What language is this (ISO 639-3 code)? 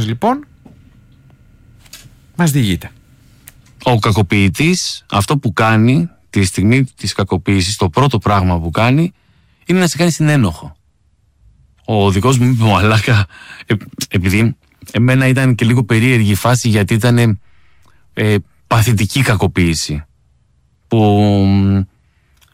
ell